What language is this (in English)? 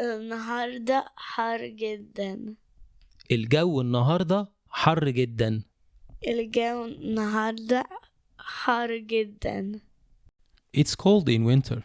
Egyptian Arabic